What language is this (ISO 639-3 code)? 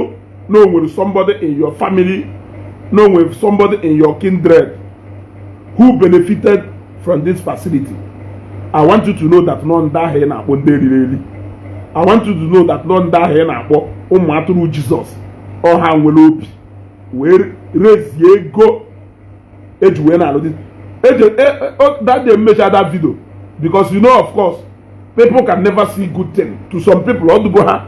ibo